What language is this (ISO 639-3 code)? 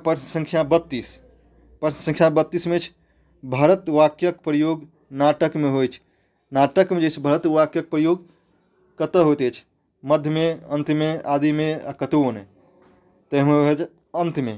mai